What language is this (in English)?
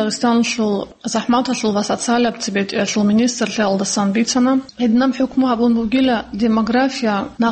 Avaric